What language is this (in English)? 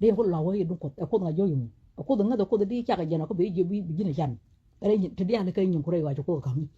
Nuer